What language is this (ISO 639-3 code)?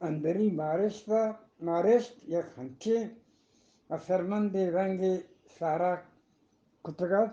bgp